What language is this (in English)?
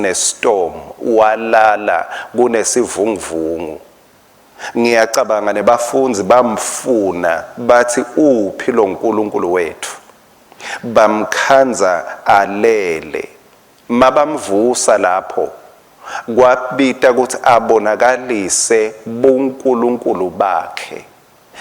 Swati